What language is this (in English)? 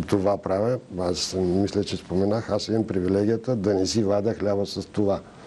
Bulgarian